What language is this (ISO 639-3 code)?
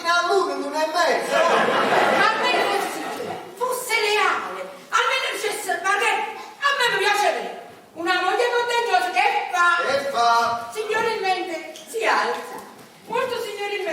nap